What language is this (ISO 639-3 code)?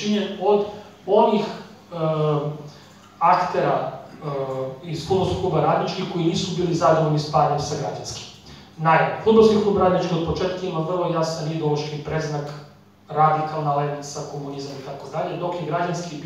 srp